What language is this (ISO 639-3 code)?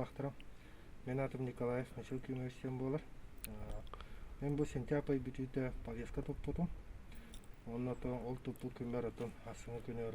sah